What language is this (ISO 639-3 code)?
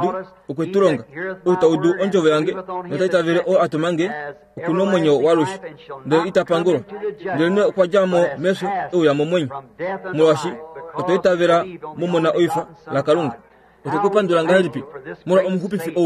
kua